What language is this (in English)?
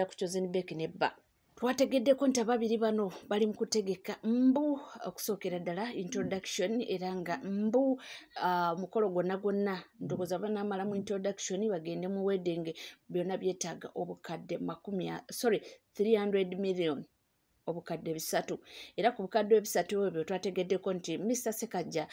Ganda